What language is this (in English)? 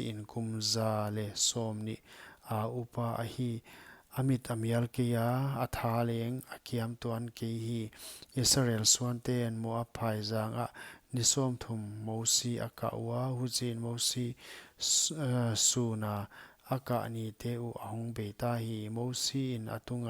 Paite Chin